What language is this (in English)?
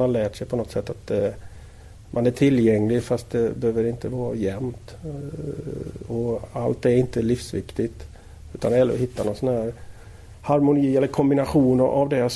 Swedish